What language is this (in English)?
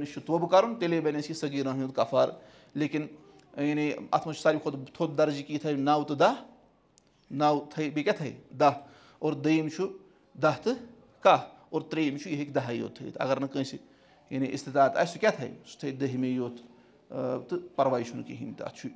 Kashmiri